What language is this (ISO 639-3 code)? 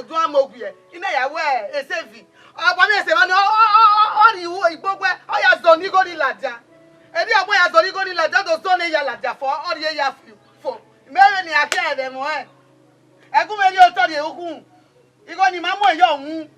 bin